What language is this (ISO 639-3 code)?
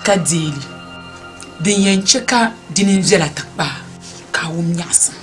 dag